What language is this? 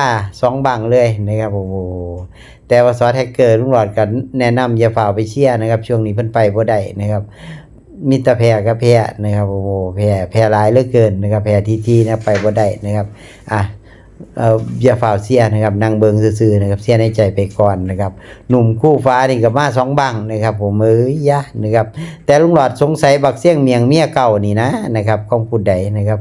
Northeastern Thai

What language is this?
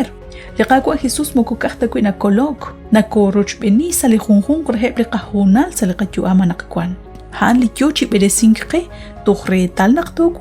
Kekchí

